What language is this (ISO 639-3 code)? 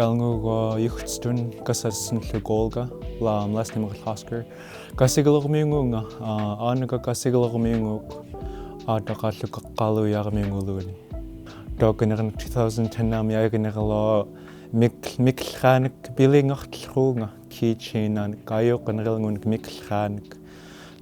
esu